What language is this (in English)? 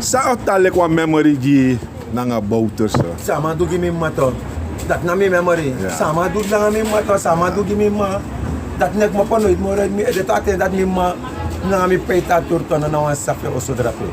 Sranan Tongo